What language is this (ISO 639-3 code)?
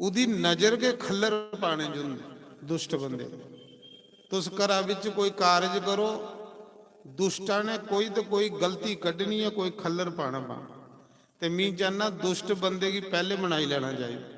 doi